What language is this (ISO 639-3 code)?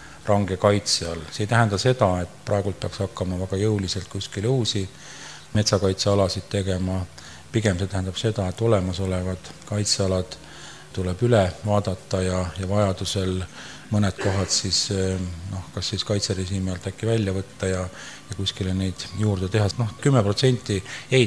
est